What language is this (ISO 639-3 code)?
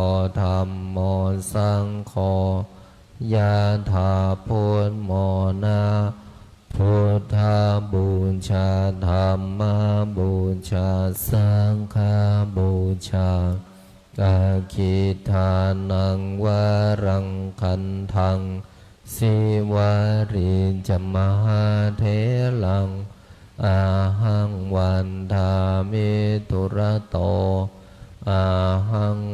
pli